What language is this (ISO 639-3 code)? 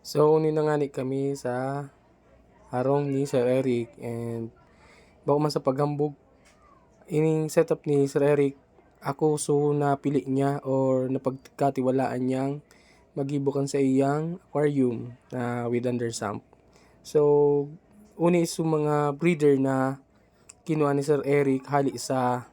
bik